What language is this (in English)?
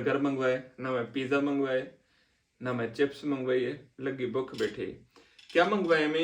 Saraiki